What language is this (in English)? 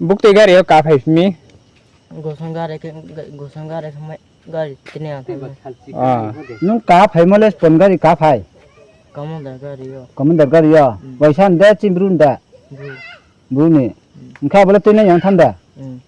Riang (India)